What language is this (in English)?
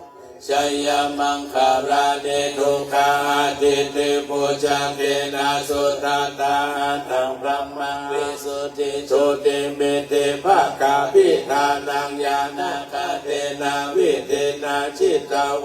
Pali